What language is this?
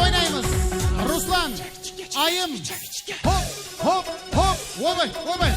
Kara-Kalpak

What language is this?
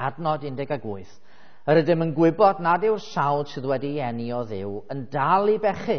Welsh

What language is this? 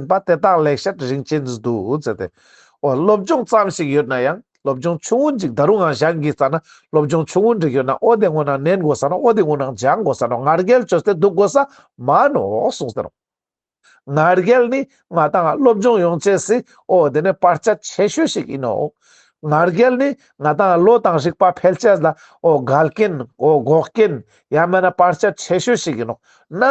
Ladakhi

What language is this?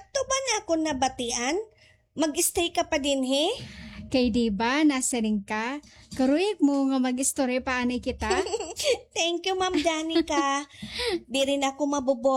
Waray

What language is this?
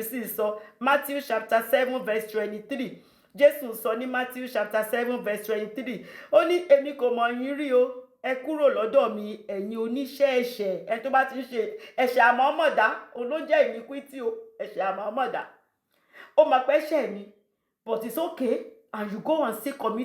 Yoruba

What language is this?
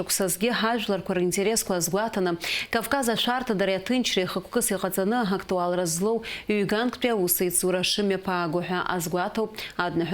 Abkhazian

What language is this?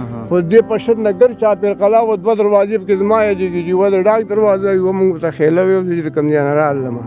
Pashto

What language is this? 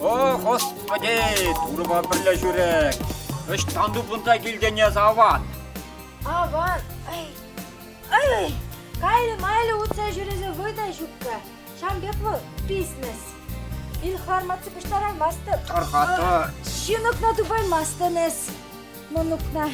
Chuvash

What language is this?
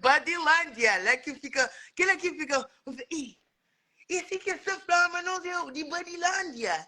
Kabuverdianu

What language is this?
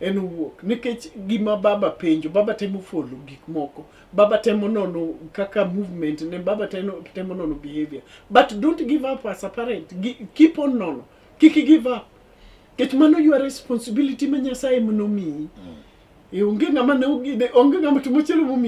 Luo (Kenya and Tanzania)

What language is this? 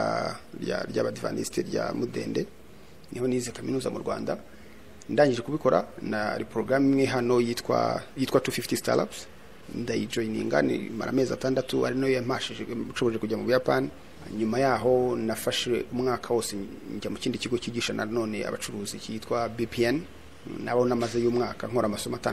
Kinyarwanda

